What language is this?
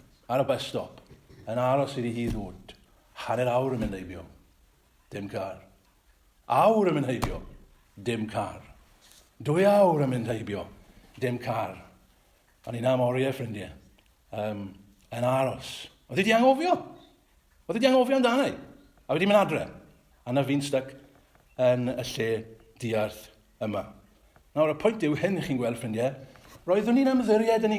Welsh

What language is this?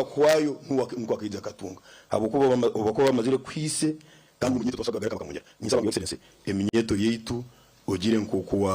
Nyankole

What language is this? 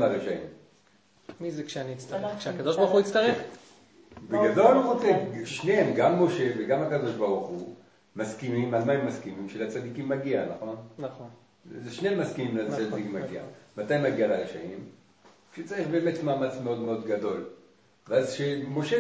Hebrew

